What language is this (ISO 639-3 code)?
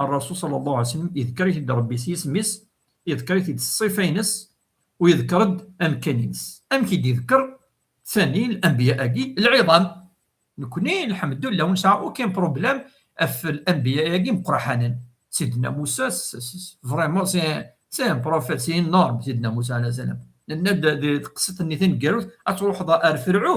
kab